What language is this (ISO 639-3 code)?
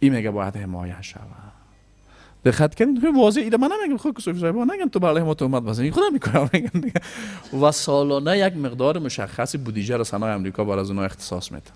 fas